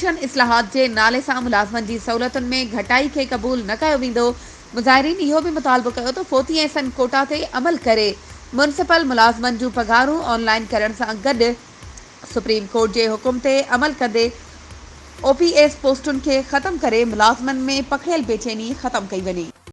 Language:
Sindhi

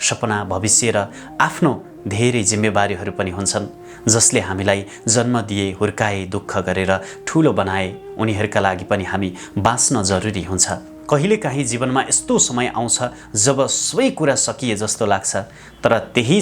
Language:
Nepali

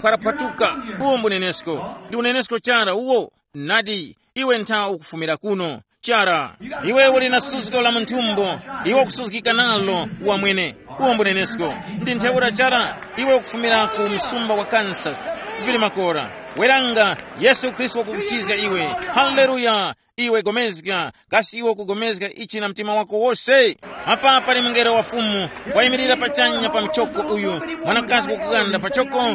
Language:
Tumbuka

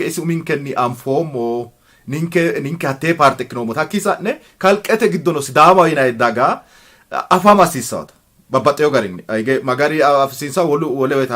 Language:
Sidamo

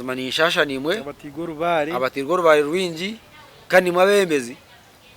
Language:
Nyankole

